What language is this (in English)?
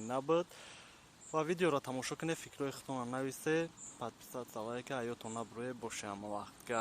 Tajik